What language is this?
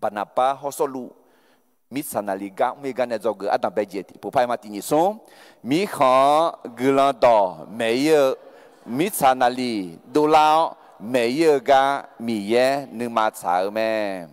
Akha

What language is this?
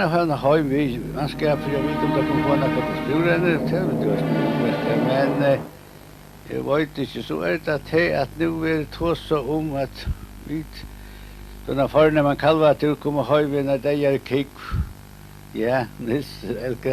Faroese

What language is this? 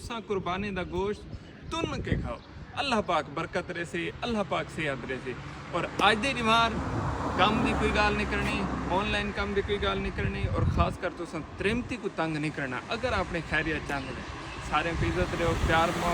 Saraiki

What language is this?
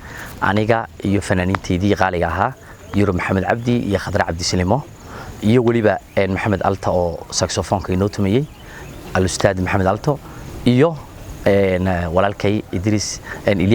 Somali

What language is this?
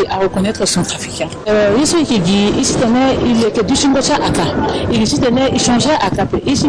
Sango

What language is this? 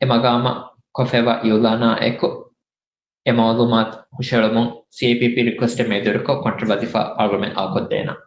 Divehi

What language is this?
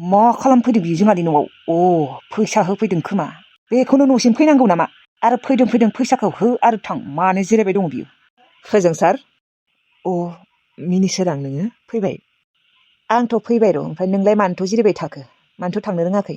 Bodo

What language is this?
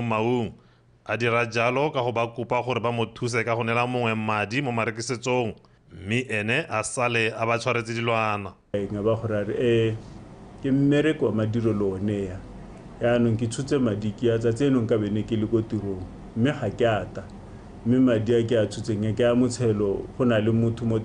Tswana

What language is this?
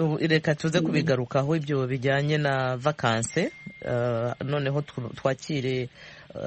Kinyarwanda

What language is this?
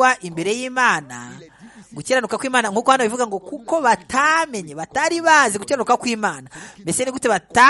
Kinyarwanda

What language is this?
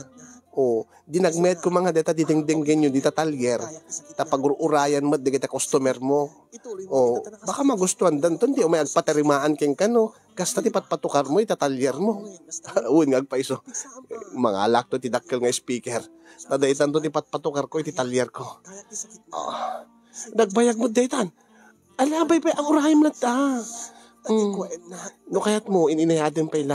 Iloko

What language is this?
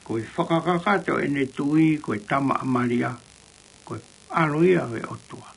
Tongan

